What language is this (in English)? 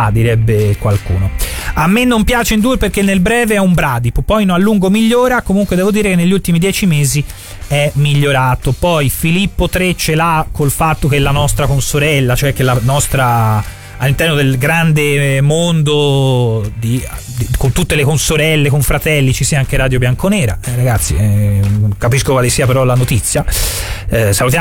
Italian